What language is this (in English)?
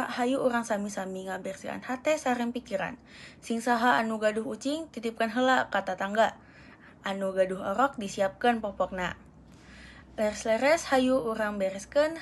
Sundanese